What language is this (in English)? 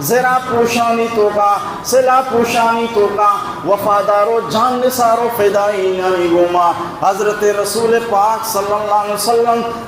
Baluchi